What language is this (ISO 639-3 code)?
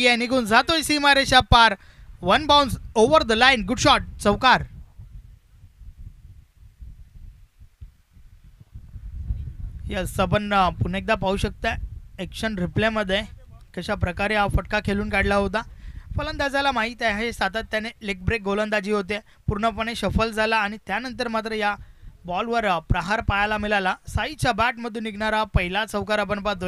mar